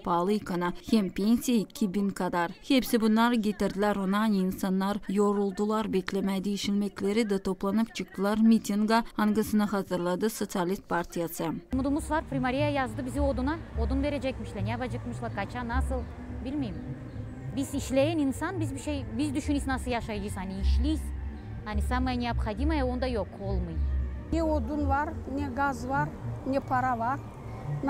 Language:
Gagauz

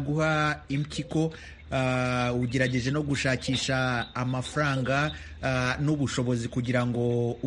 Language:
Kinyarwanda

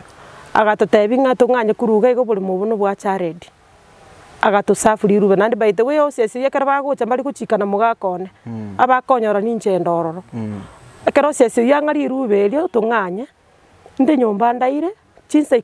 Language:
Gusii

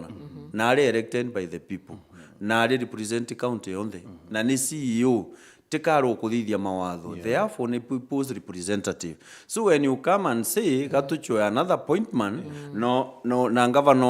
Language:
Meru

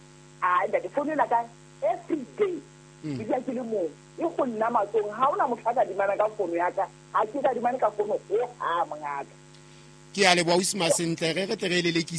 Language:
Southern Sotho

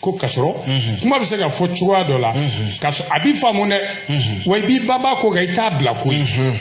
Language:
Bambara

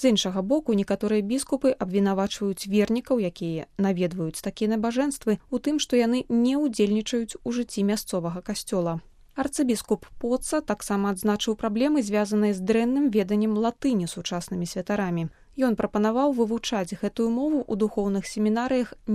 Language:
Belarusian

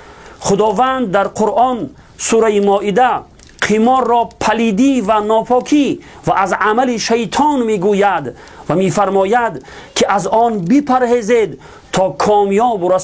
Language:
Tajik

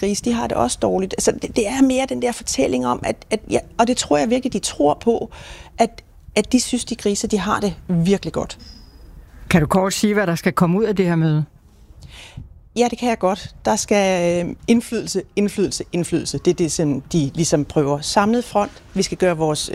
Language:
Danish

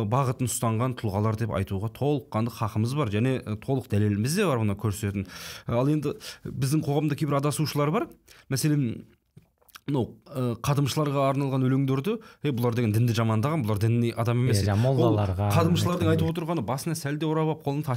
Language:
Kazakh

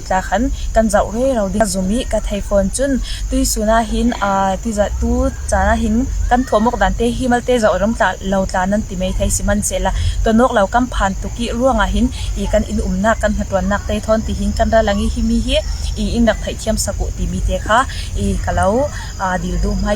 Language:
Falam Chin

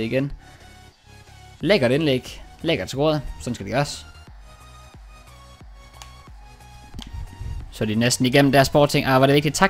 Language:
Danish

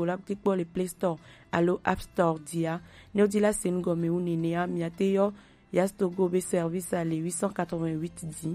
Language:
Gen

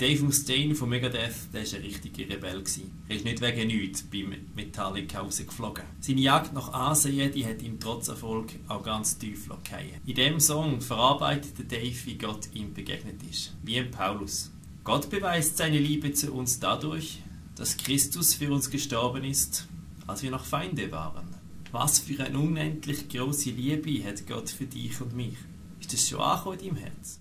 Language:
Swiss German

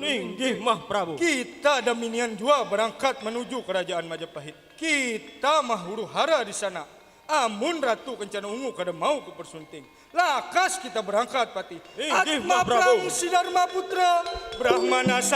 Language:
Banjar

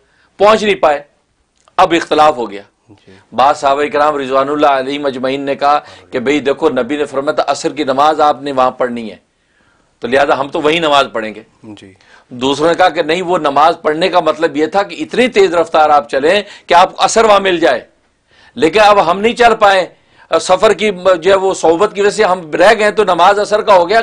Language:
Urdu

